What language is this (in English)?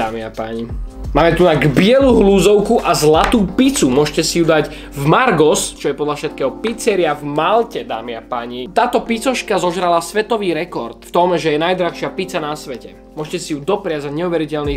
Slovak